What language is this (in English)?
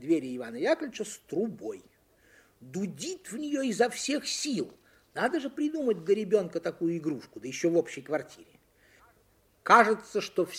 Russian